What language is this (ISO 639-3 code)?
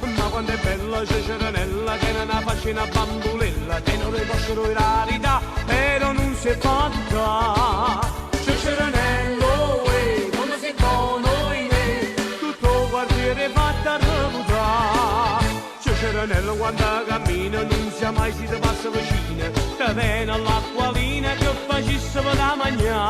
nap